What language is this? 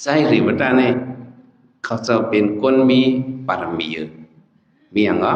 Shan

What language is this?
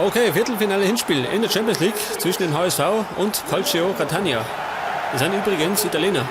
Bavarian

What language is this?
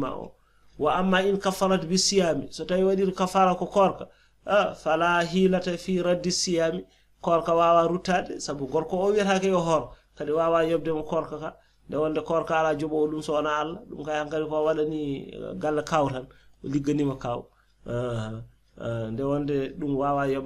Fula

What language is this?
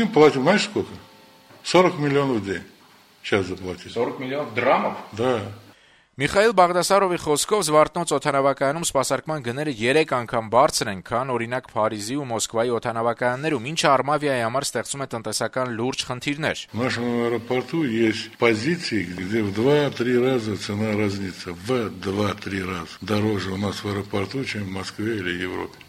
Armenian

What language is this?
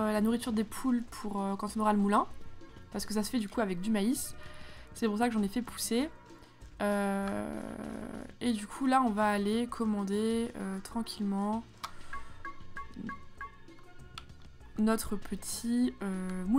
French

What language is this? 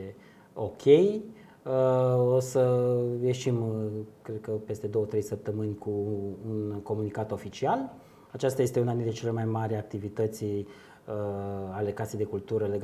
Romanian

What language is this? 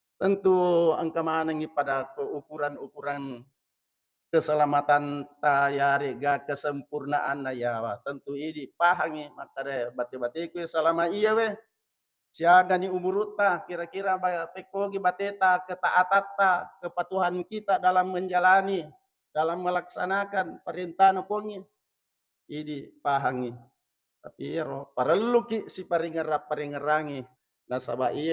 Buginese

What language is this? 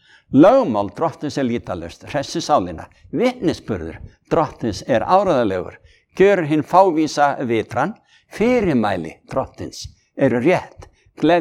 Icelandic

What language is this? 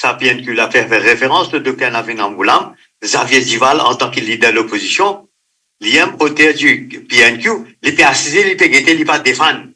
Morisyen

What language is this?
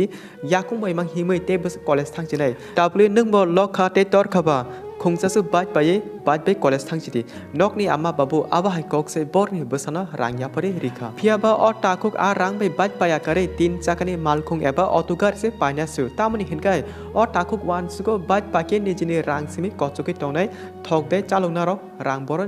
Kok Borok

